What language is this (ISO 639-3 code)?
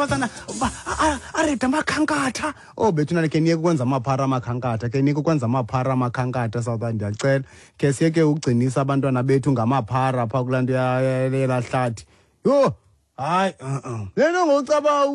xho